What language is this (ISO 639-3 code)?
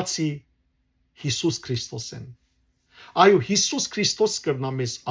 hyw